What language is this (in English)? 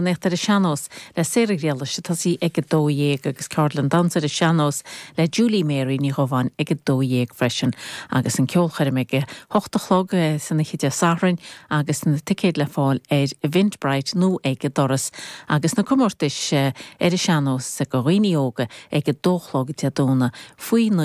Irish